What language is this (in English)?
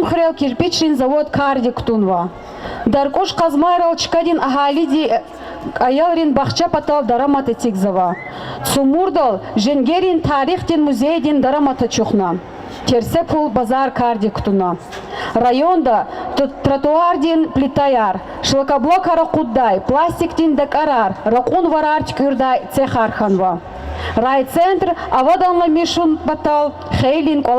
Lezghian